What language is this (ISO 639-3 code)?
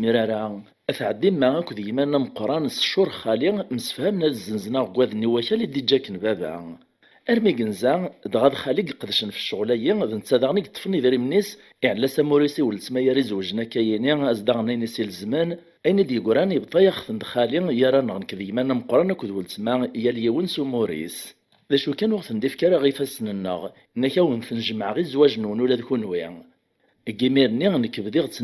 kab